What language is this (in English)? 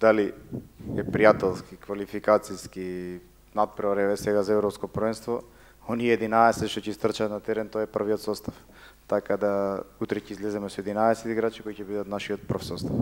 Macedonian